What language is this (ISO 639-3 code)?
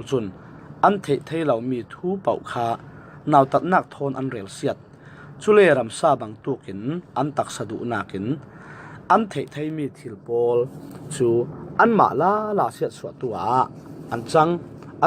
cfm